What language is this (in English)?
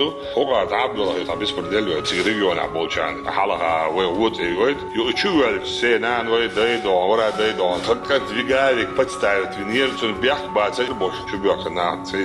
Chechen